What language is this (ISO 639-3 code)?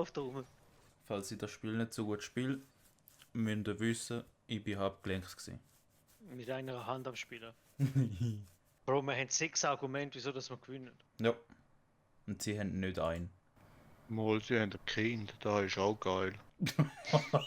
gsw